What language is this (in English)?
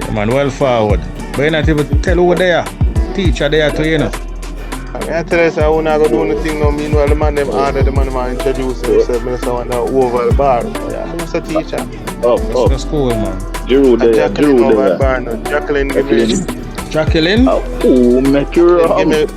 Jamaican Creole English